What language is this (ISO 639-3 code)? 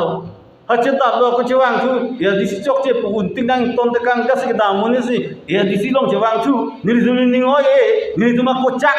mjw